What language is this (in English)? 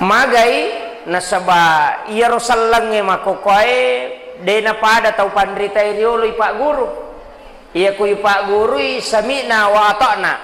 Buginese